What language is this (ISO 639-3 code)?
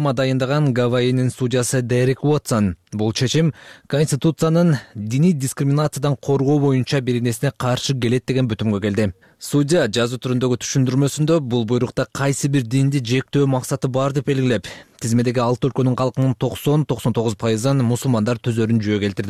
kir